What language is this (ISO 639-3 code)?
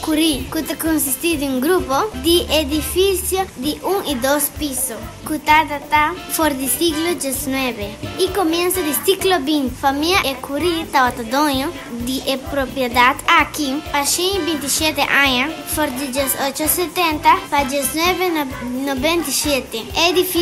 pap